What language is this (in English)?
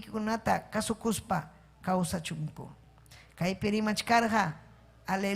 Ayacucho Quechua